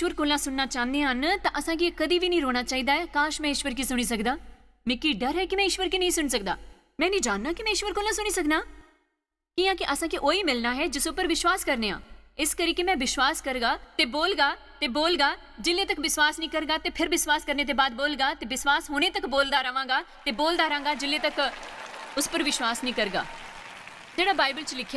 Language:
Dogri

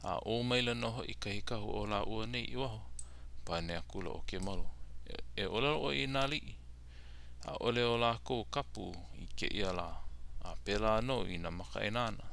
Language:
Hawaiian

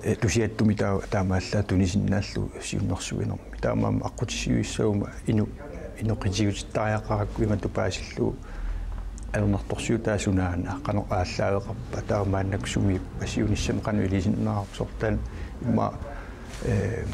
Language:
Kalaallisut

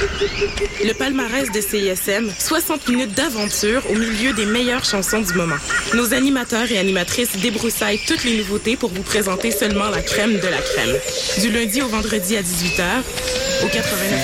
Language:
French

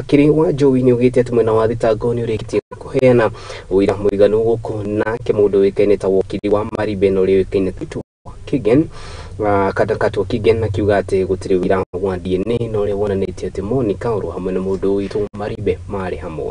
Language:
Kikuyu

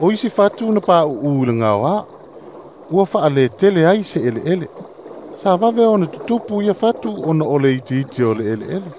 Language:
Samoan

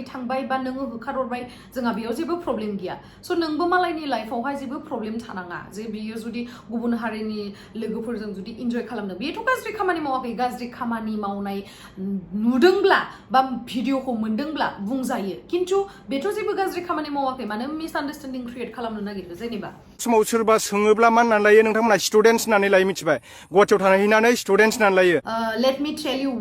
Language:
Bodo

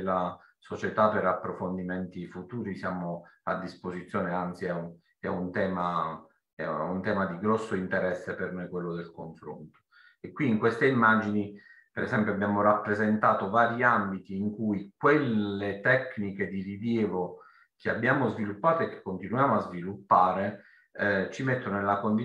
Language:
Italian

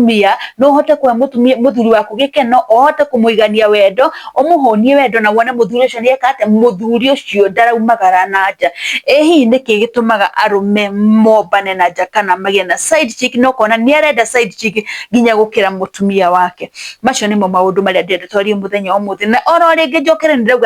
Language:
Kikuyu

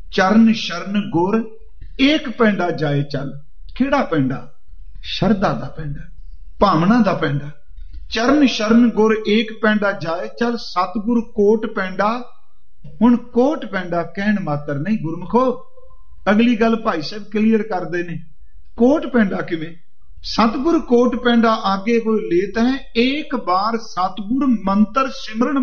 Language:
Punjabi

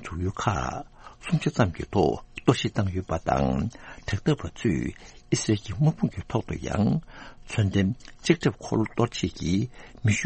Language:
Tibetan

